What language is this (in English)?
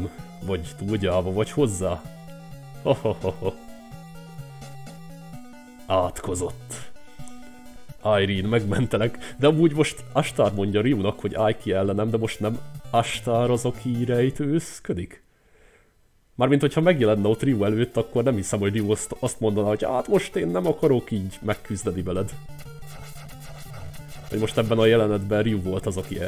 Hungarian